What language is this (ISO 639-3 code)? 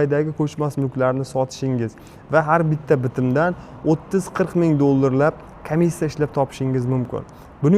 uzb